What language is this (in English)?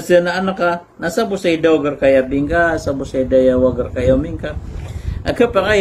Maranao